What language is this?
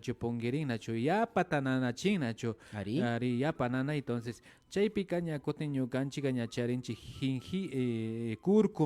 Imbabura Highland Quichua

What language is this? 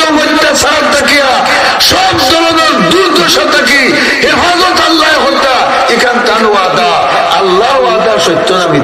Sylheti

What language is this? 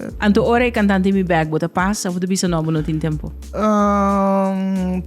Papiamento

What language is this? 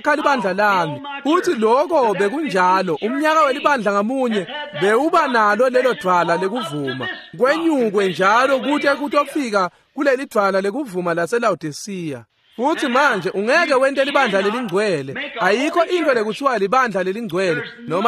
Swati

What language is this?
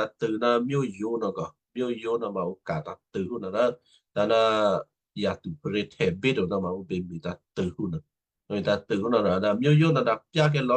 Western Kayah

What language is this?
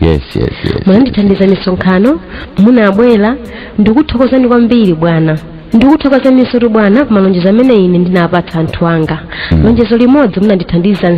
Nyanja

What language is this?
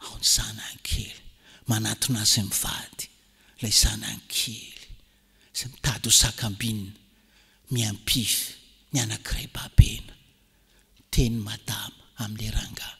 Malagasy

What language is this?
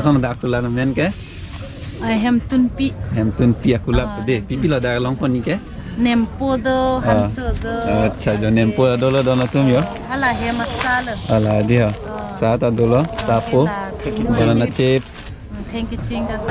Karbi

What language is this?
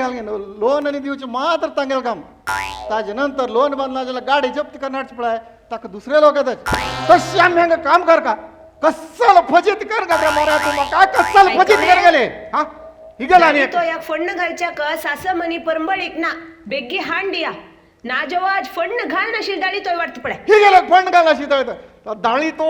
Konkani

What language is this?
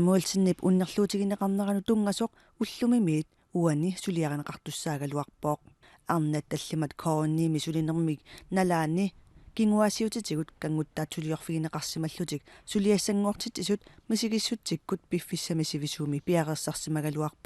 Kalaallisut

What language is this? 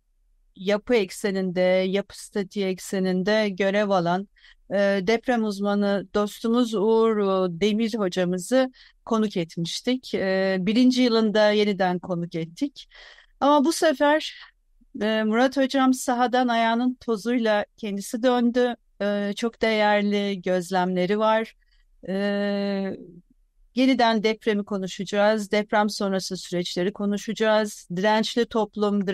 Turkish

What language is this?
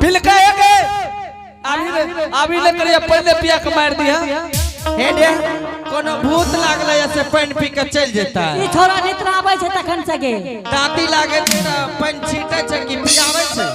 Angika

